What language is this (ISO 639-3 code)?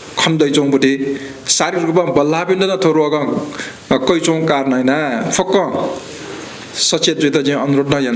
new